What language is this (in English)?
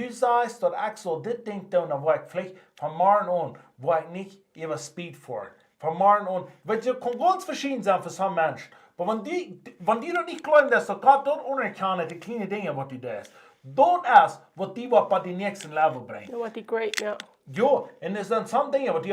Plautdietsch